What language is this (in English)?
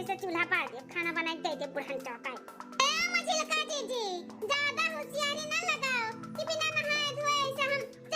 Awadhi